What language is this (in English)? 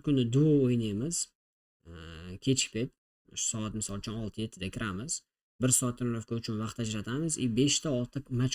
Uzbek